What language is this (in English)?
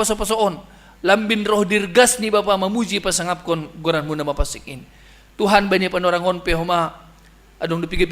Batak Simalungun